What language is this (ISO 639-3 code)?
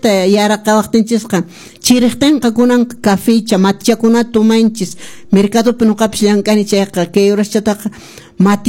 que